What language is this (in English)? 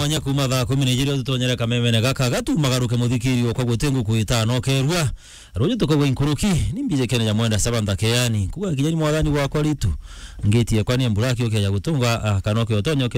Meru